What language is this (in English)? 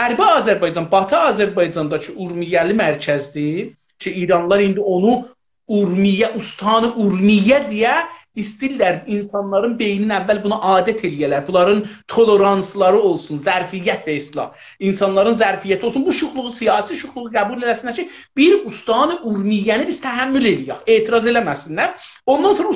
South Azerbaijani